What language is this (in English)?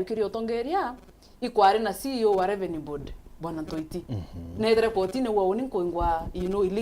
Meru